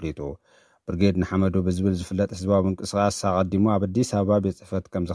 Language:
Tigrinya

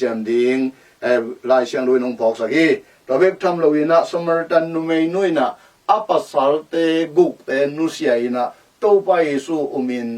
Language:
Tedim Chin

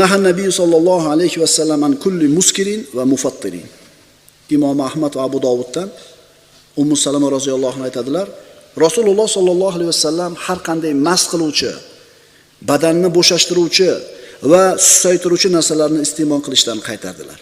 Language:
Uzbek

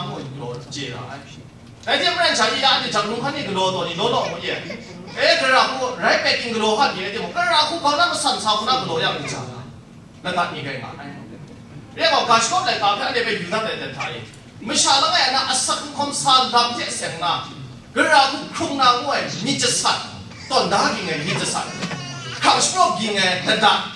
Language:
Kachin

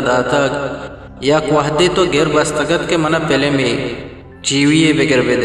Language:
Eastern Balochi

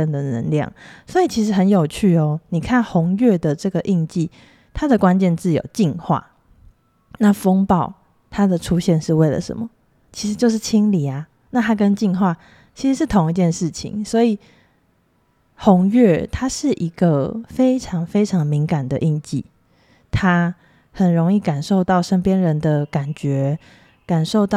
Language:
Chinese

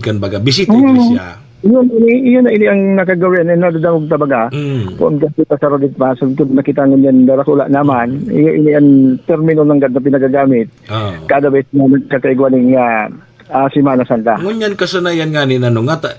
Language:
Bikol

